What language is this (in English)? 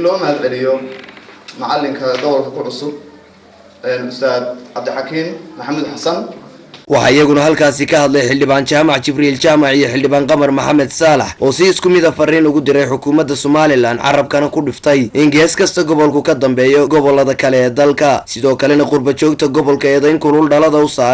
Somali